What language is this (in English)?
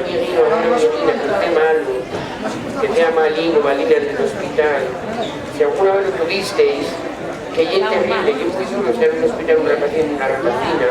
Asturian